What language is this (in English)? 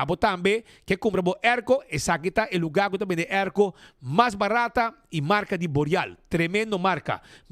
Papiamento